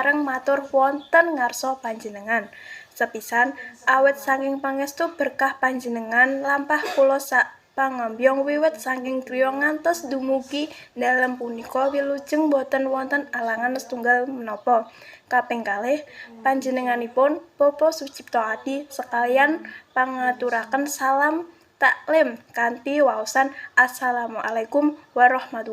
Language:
Javanese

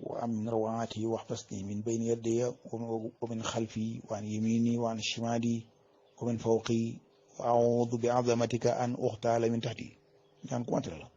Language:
Wolof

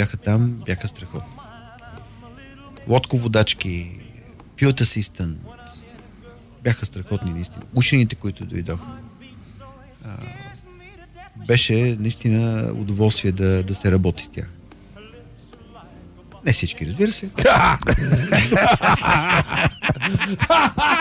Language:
Bulgarian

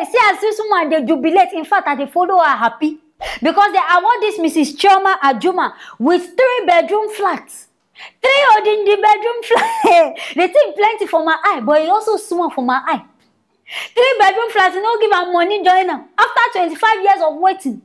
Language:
Nigerian Pidgin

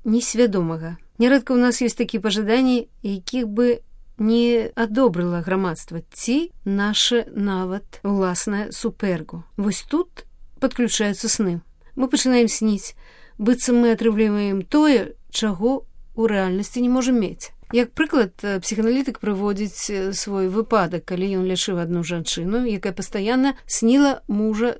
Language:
Belarusian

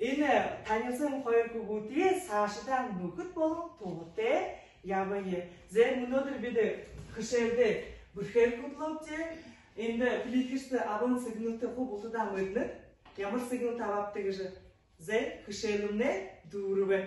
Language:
Buriat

